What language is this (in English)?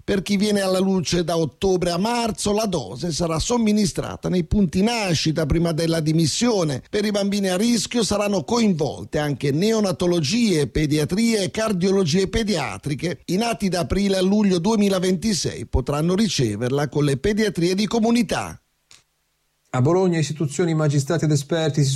Italian